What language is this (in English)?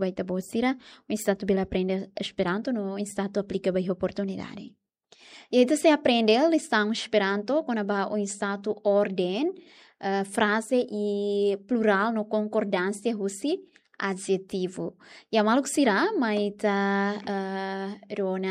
Tetum